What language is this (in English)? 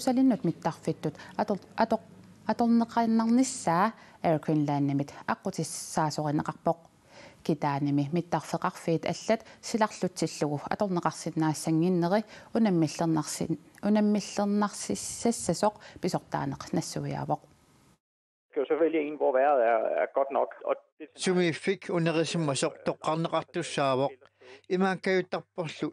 Kalaallisut